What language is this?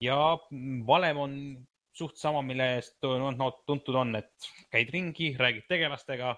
Estonian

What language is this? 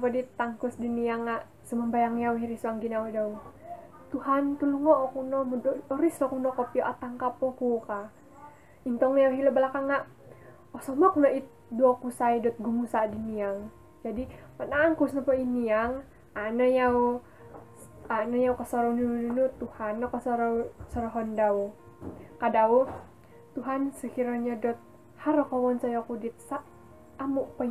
Central Dusun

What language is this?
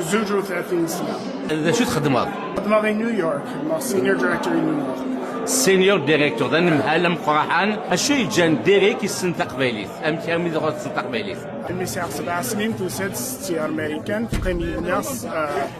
Kabyle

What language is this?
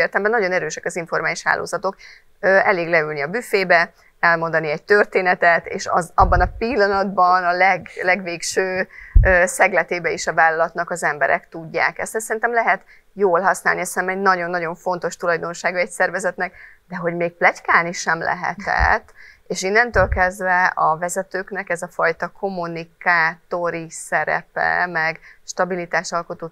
Hungarian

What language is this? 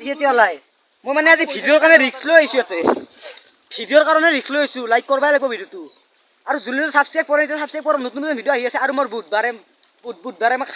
Assamese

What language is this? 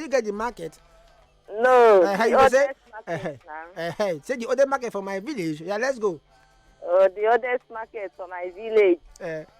Nigerian Pidgin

